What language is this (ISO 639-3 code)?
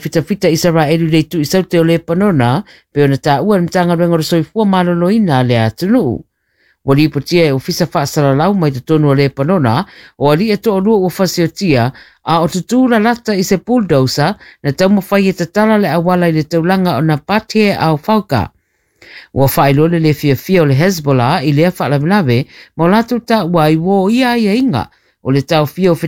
smo